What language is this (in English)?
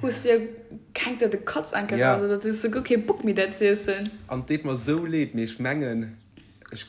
Luxembourgish